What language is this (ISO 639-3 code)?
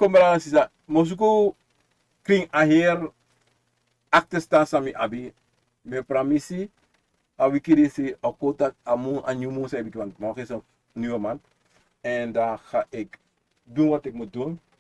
srn